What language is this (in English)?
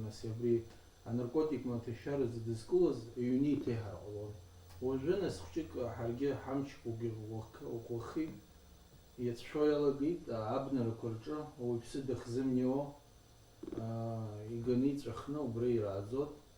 Abkhazian